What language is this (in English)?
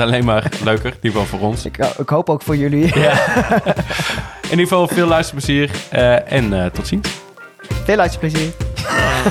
Dutch